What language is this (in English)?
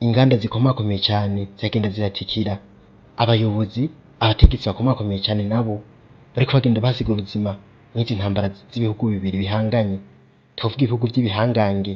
Rundi